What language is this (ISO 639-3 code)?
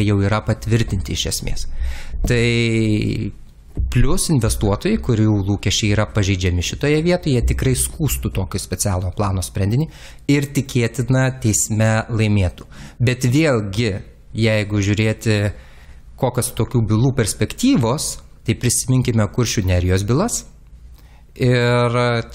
lit